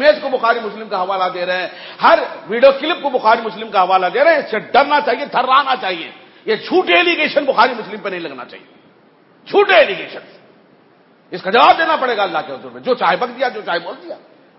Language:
Urdu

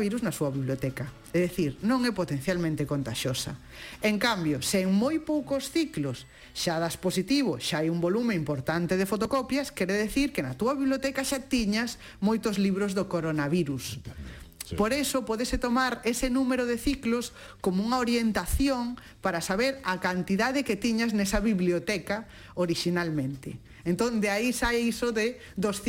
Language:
Galician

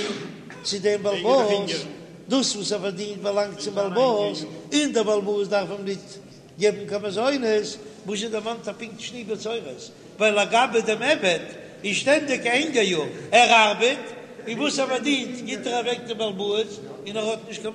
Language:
Yiddish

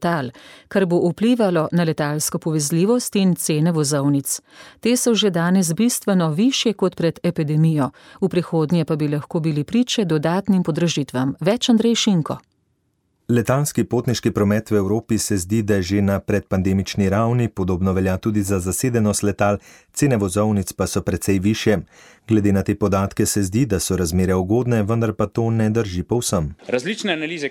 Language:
Slovenian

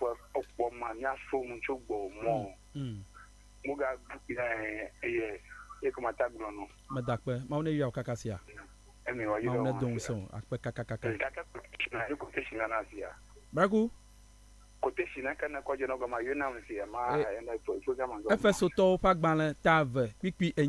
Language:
Ewe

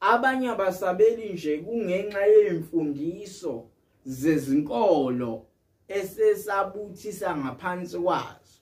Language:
Zulu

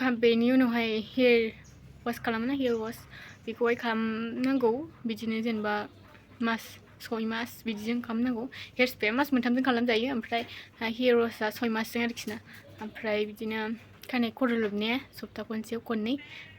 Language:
Bodo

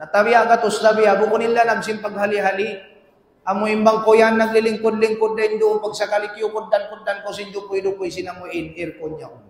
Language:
Tausug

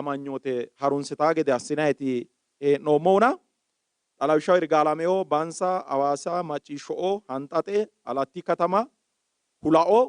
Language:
Sidamo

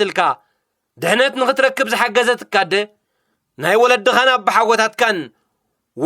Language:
Tigrinya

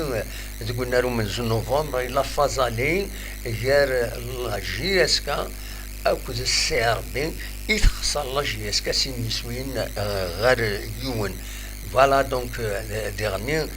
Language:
Kabyle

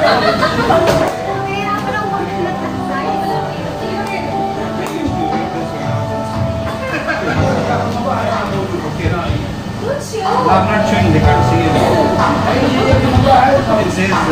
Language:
Filipino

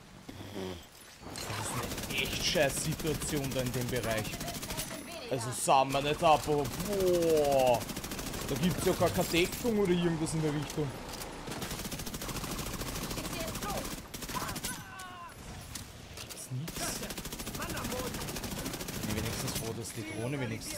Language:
German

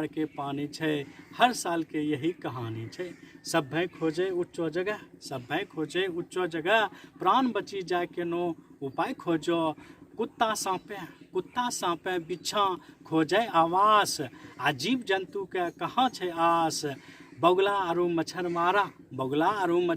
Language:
Angika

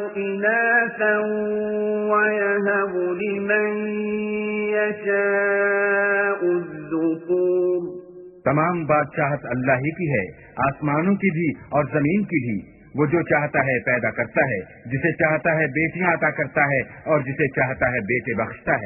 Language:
Urdu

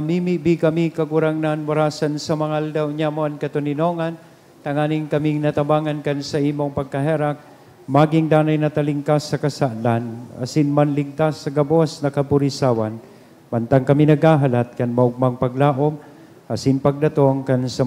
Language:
Bikol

